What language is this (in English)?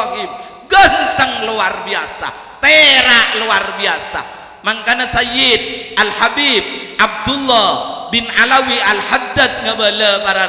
Madurese